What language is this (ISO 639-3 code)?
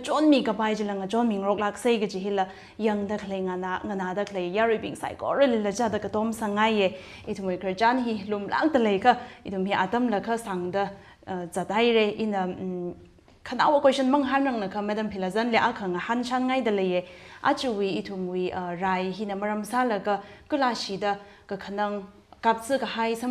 nmf